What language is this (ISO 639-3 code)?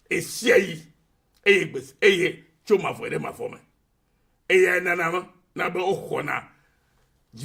ewe